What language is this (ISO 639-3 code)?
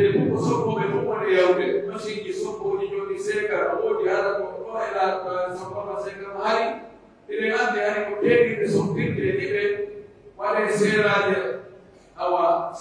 fuf